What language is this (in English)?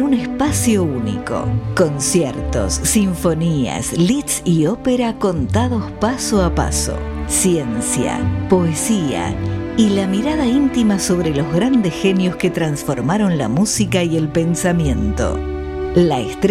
Spanish